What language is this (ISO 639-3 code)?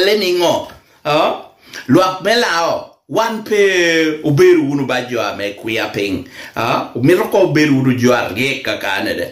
laj